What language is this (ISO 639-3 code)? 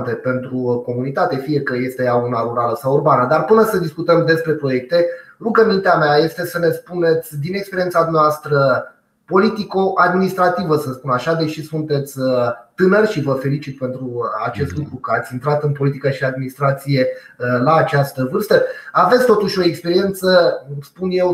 ron